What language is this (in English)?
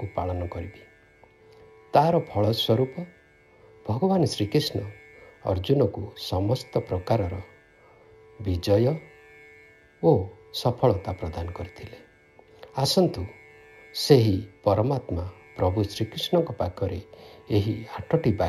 Odia